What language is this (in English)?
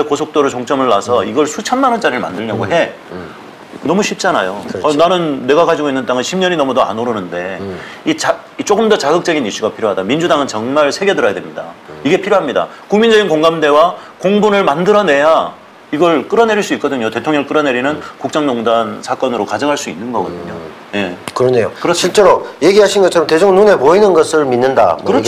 Korean